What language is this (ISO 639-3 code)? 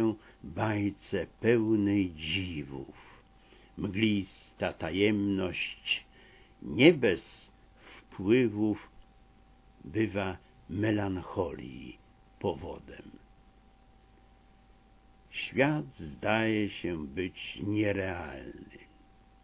pol